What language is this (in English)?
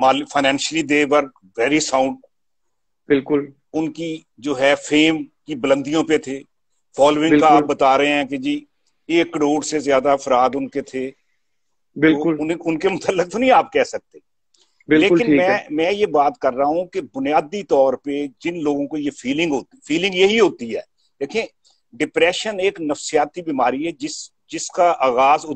Urdu